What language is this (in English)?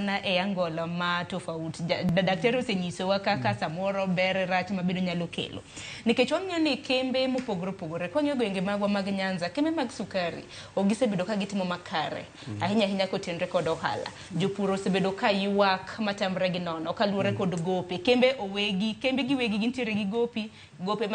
Luo (Kenya and Tanzania)